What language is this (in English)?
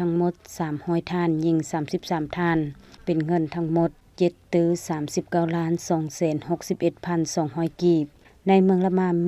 Lao